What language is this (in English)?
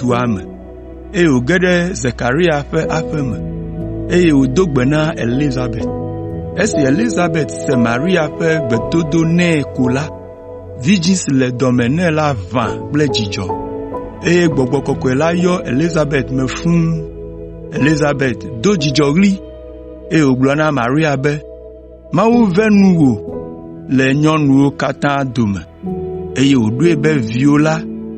Ewe